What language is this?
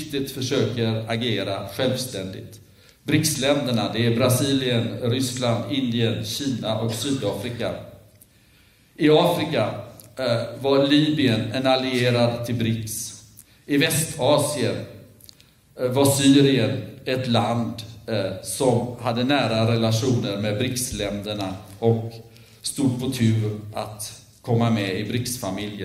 Swedish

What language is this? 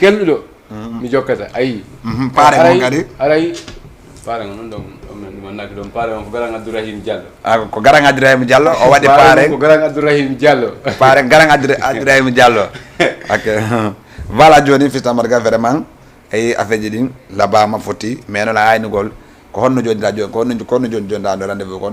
Fula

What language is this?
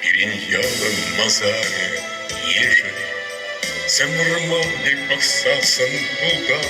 Chuvash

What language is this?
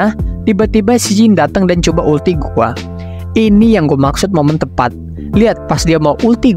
Indonesian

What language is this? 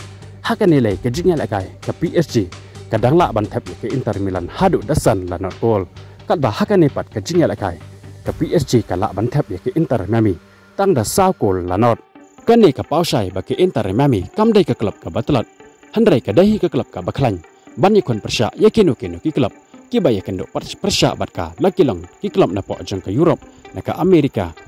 Khasi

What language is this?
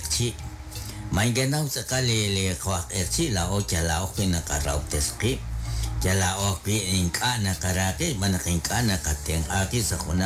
Kekchí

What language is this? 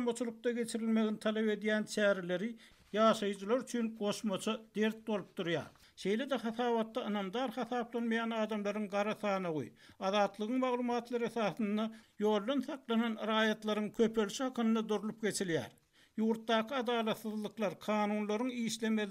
Turkmen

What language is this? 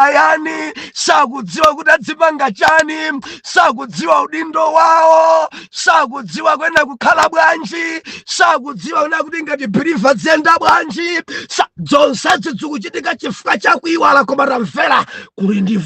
Nyanja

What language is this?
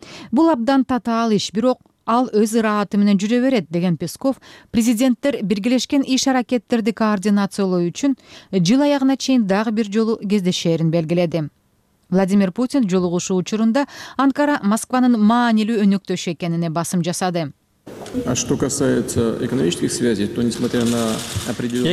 Kyrgyz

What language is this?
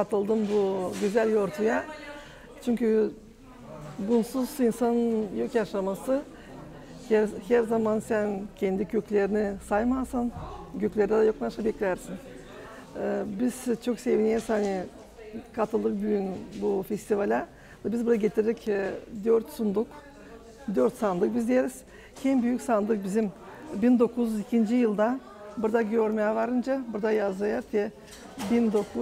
Gagauz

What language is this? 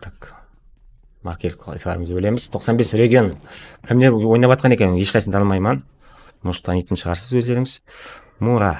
Kara-Kalpak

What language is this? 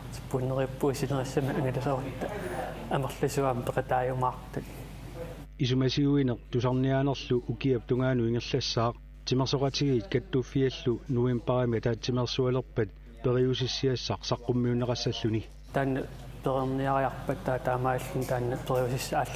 Kalaallisut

